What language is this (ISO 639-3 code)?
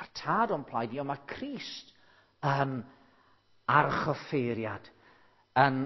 cym